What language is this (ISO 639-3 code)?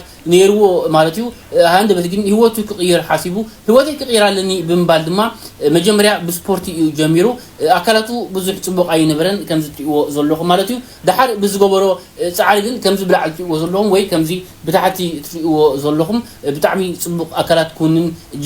tir